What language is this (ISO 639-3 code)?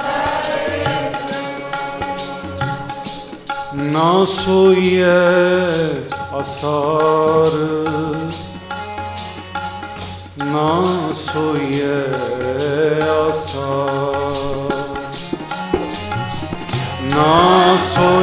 pan